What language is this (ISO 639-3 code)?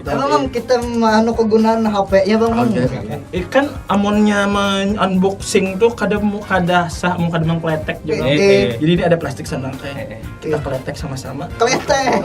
bjn